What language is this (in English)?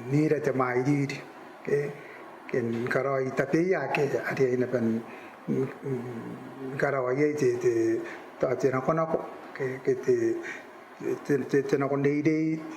Gilbertese